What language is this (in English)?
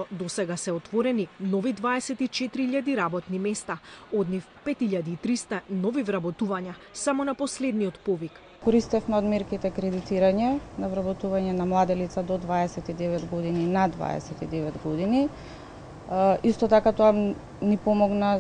Macedonian